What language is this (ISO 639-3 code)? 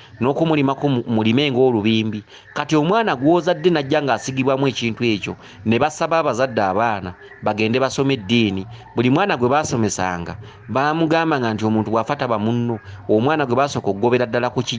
lug